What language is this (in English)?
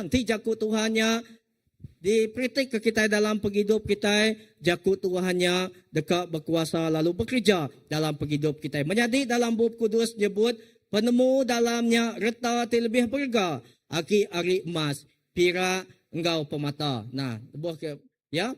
Iban